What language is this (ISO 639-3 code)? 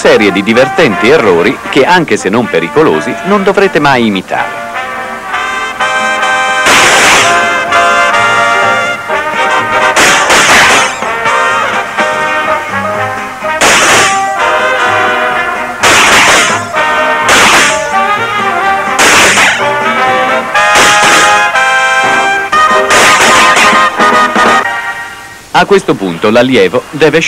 ita